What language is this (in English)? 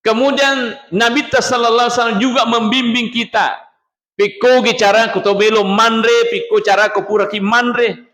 Buginese